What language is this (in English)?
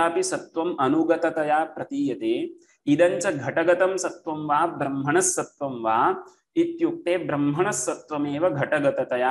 Sanskrit